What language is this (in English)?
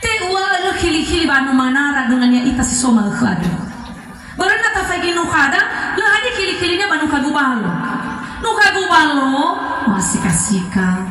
Nias